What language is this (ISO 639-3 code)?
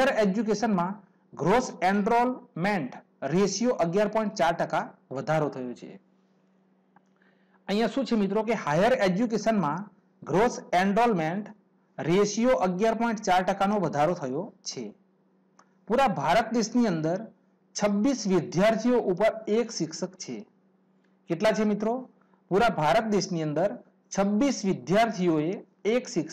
guj